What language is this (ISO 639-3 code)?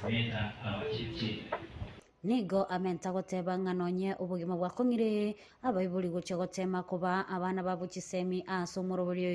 guz